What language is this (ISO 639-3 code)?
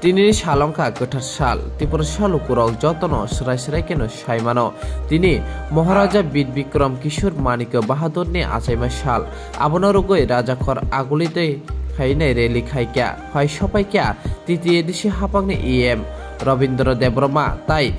trp